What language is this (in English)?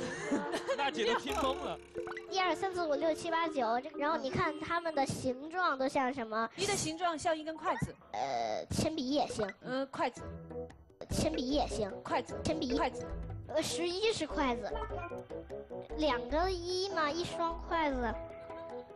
Chinese